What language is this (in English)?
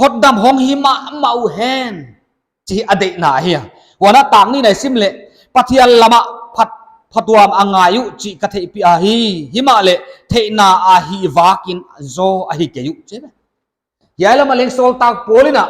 Paite Chin